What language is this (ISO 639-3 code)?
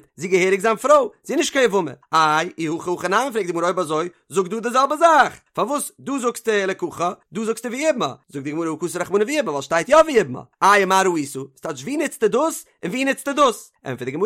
yid